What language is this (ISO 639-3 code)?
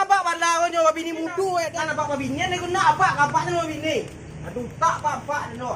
min